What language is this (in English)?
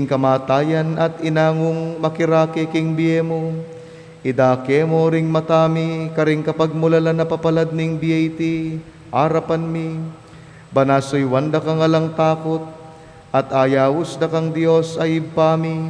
Pampanga